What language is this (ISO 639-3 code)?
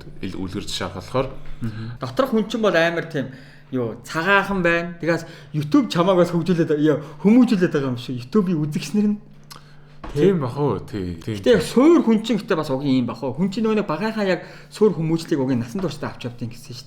mon